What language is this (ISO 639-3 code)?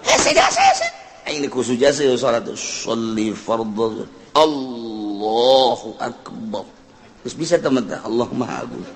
sun